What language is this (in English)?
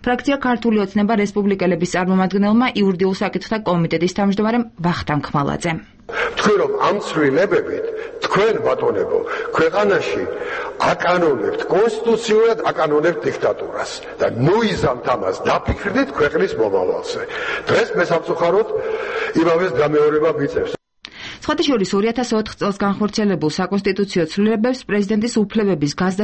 Georgian